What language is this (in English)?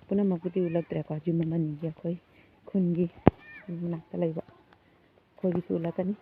Manipuri